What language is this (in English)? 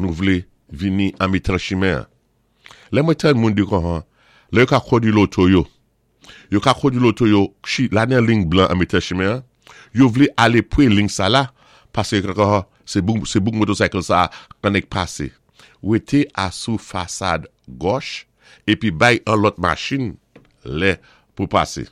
Saint Lucian Creole French